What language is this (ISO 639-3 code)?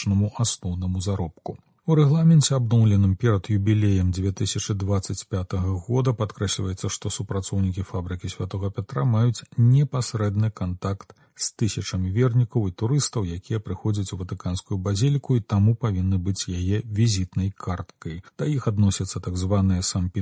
bel